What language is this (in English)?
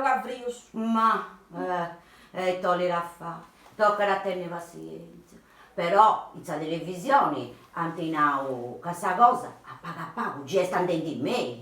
Sardinian